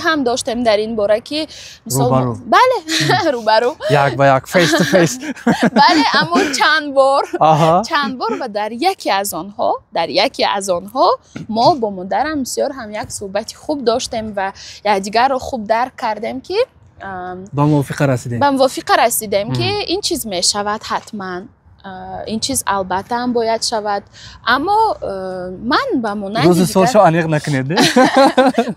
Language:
Tajik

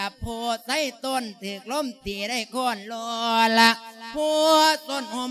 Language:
Lao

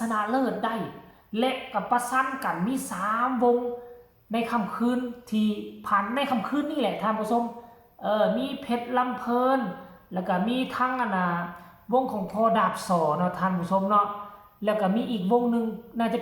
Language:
Northeastern Thai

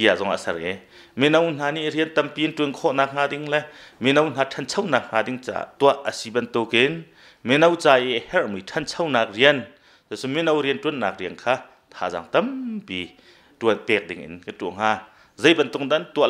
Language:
Hakha Chin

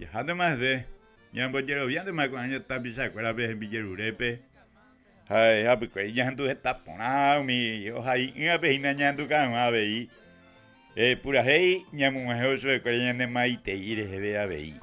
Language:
Guarani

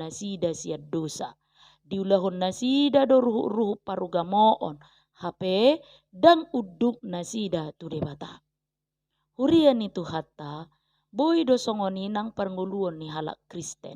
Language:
Batak Toba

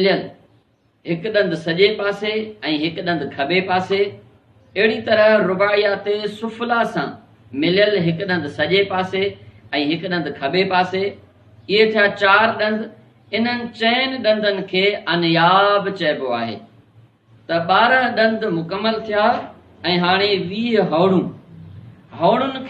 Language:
Sindhi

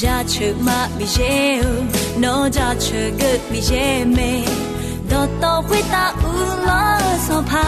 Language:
Akha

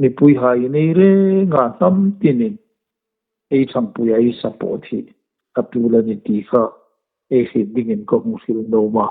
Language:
Hmar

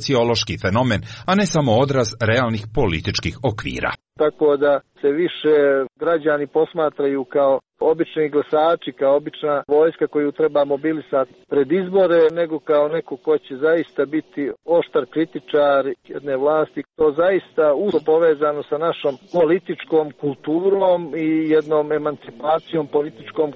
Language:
Serbian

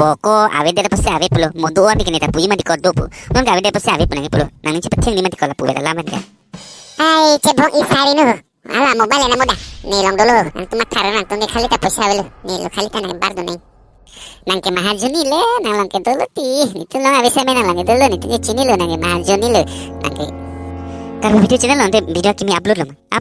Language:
Karbi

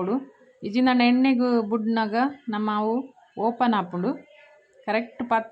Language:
Tulu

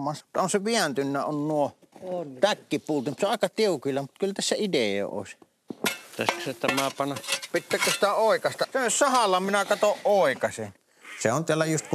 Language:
Finnish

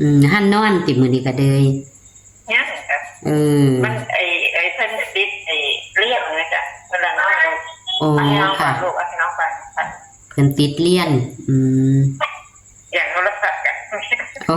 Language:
Northeastern Thai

